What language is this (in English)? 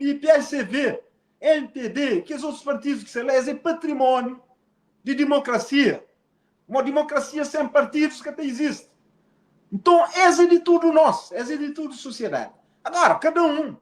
Kabuverdianu